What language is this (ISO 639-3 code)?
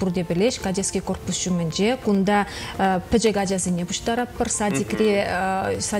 chv